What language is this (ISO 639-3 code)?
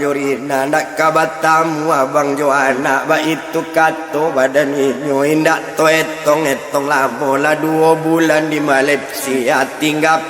min